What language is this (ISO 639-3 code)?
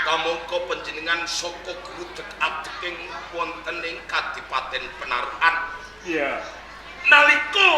jav